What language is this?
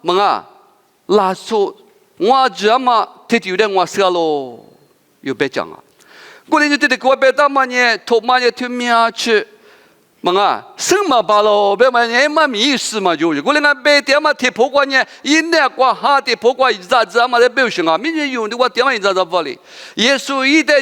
Lisu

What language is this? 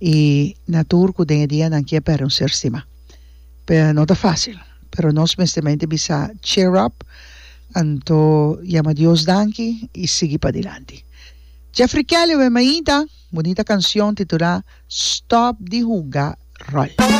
Papiamento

